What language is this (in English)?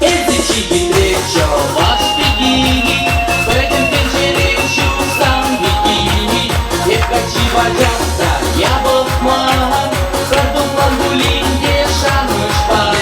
Chuvash